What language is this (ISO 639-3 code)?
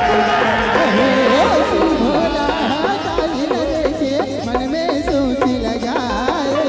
hne